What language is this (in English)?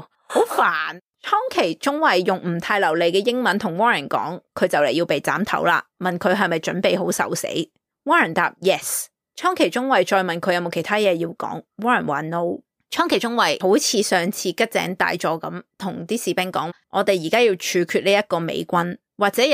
Cantonese